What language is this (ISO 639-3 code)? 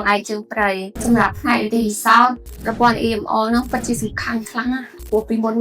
khm